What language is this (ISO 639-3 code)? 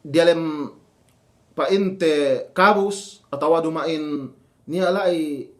yka